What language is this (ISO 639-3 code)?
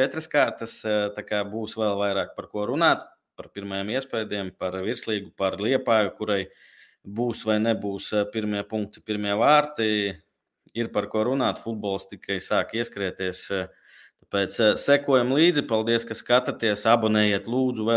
lav